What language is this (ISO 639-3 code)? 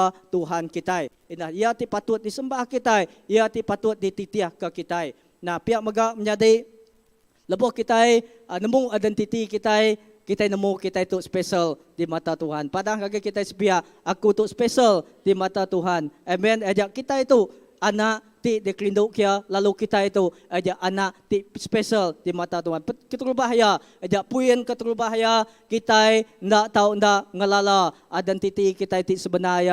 iba